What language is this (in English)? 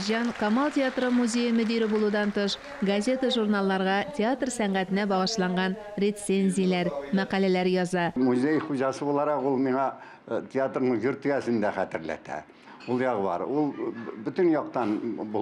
Tatar